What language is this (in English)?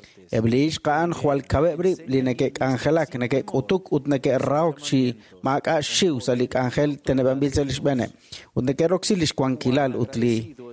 Kekchí